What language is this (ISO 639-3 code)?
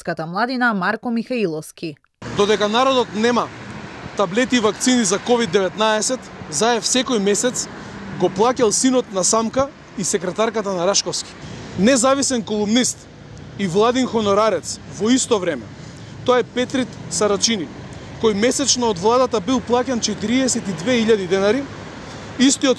mkd